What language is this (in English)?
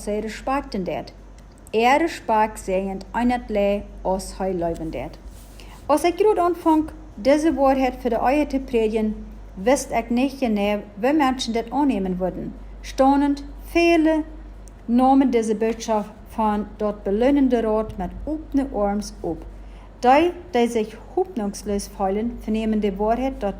Plautdietsch